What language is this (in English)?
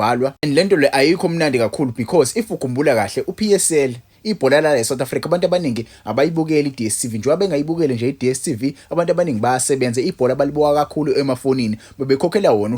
Zulu